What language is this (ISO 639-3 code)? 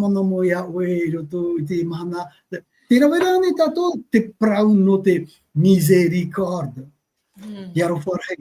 tah